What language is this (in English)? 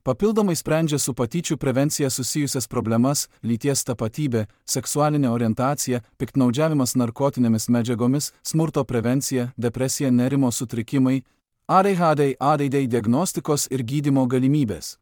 Lithuanian